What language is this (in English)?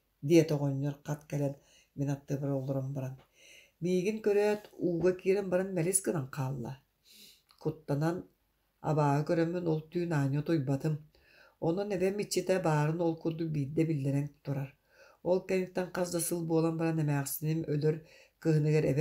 Yakut